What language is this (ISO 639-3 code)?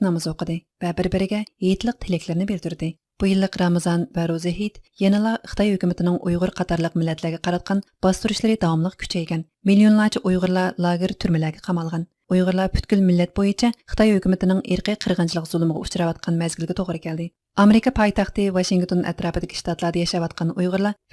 uig